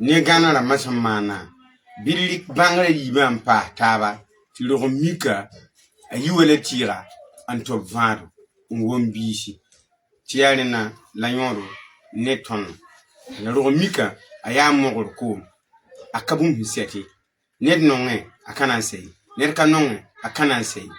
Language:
Mossi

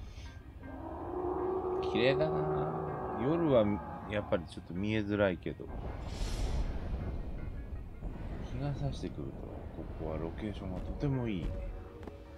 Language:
Japanese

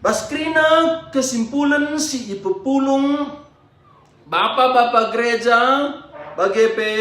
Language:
Batak Karo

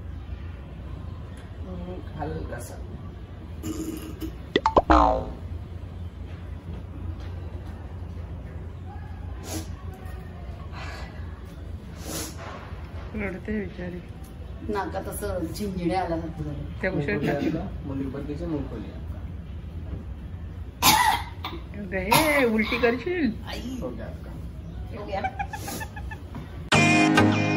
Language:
Marathi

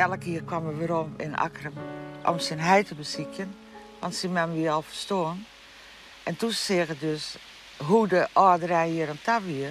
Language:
Western Frisian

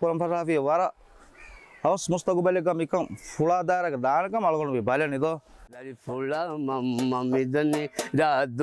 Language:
Divehi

